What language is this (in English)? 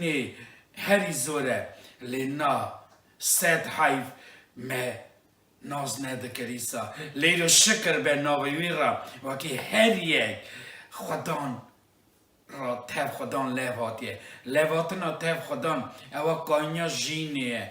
Kurdish